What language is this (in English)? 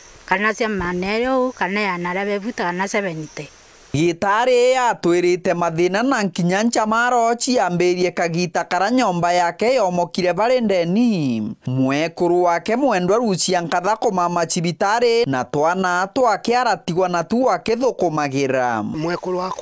Meru